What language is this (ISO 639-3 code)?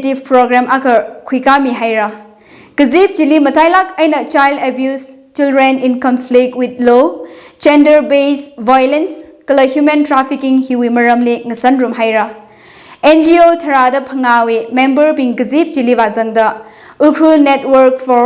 nmf